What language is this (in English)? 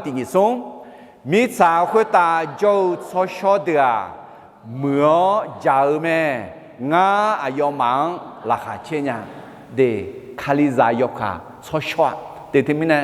Akha